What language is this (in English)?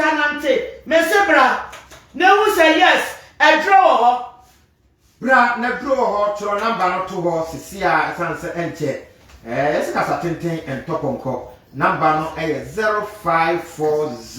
Akan